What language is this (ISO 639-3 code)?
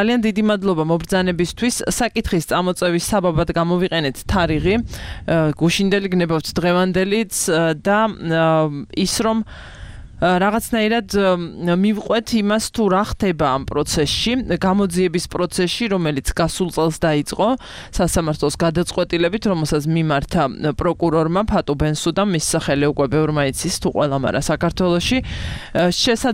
kat